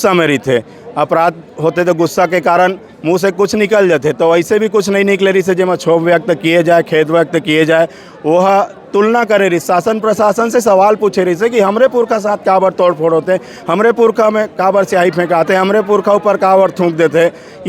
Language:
Chhattisgarhi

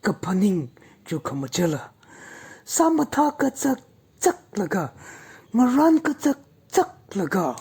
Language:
Tangkhul Naga (India)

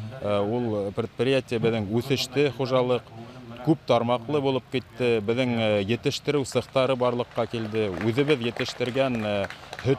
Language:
Bashkir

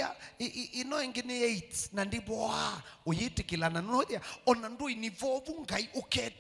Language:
Kamba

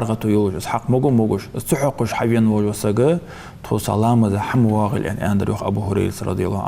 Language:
Ingush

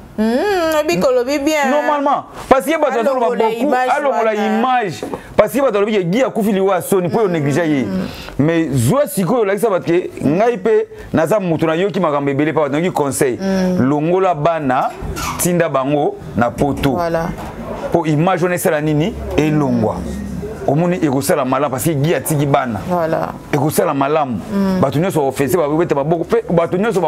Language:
Lingala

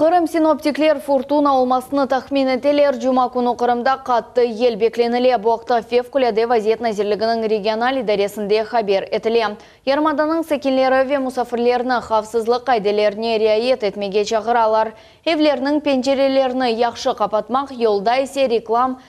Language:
Crimean Tatar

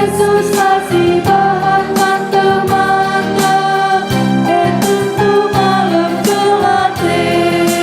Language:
Batak Karo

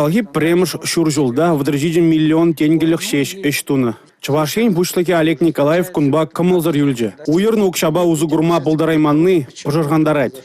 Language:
Chuvash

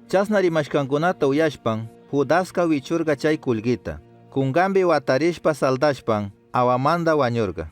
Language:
Chimborazo Highland Quichua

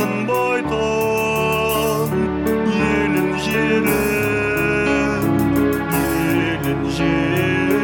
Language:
Kazakh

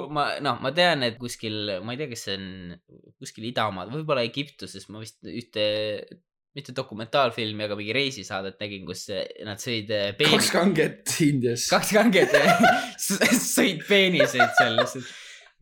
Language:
Estonian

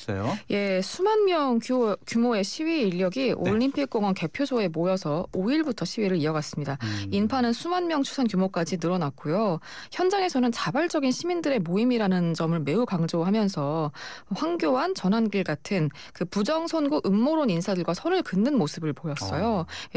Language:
Korean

